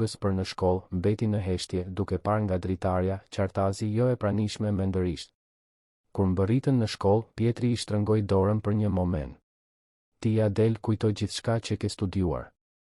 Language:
Albanian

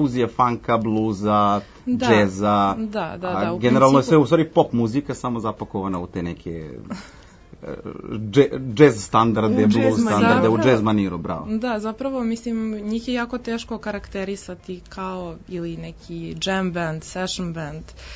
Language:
Serbian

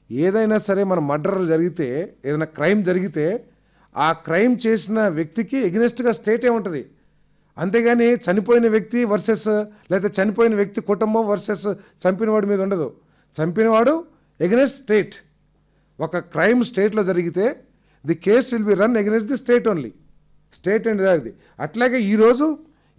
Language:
Telugu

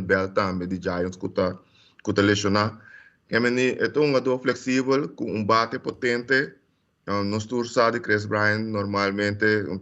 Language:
Papiamento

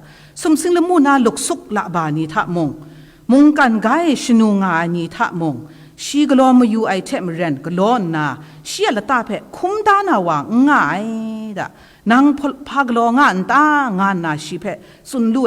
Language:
Kachin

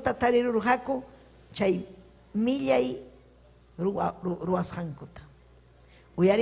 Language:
Ayacucho Quechua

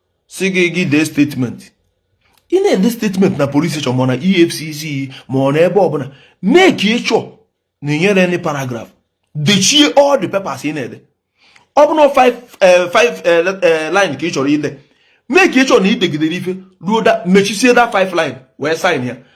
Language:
Igbo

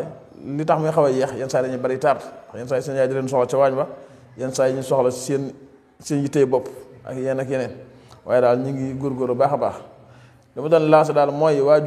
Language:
Wolof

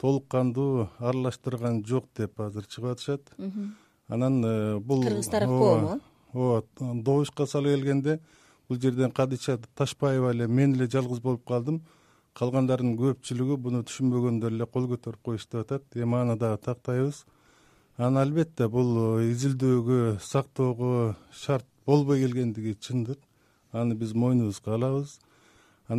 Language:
Kyrgyz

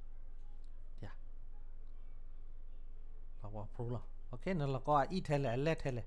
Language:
S'gaw Karen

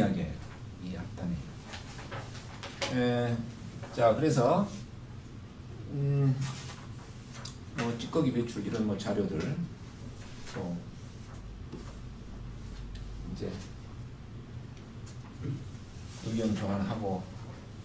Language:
Korean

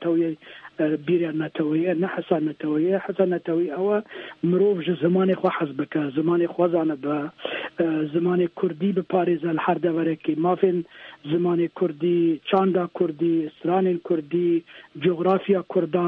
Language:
Kurdish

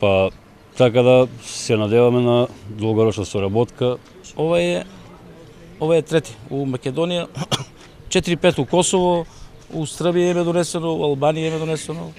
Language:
Macedonian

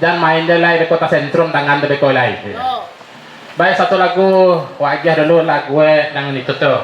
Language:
Minangkabau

